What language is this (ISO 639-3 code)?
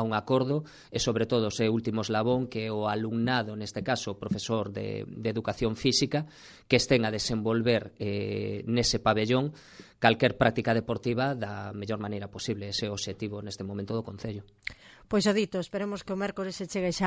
glg